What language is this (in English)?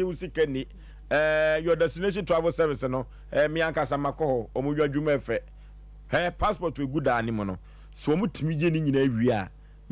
Akan